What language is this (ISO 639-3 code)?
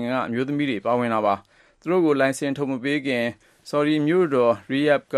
mya